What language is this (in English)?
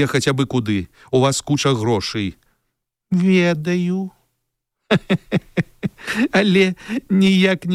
Belarusian